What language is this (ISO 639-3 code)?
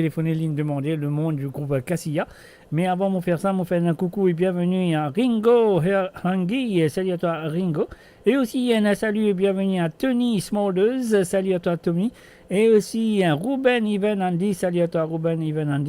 mfe